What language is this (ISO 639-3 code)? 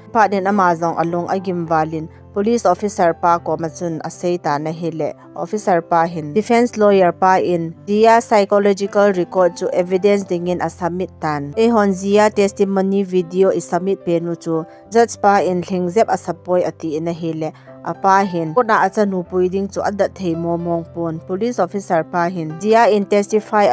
tcz